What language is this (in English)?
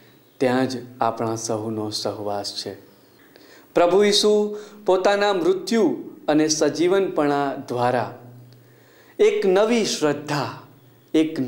Gujarati